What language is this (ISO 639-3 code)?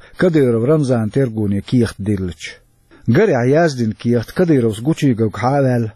che